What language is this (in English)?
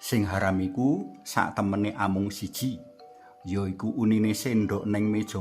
Javanese